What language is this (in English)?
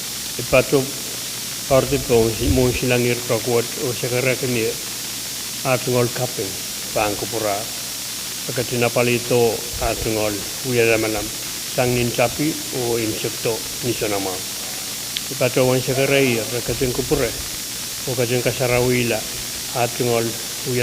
Pohnpeian